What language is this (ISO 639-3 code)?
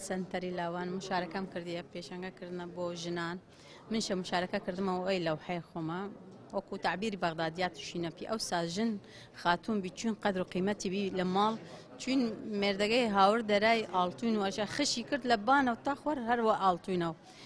ckb